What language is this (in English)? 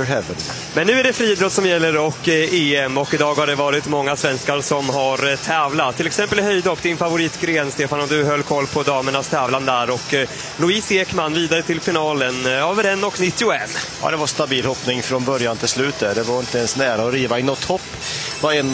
Swedish